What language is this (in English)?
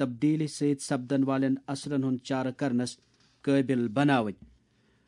Kashmiri